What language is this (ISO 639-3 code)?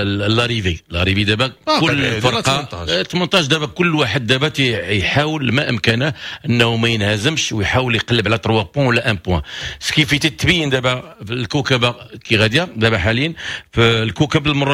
ary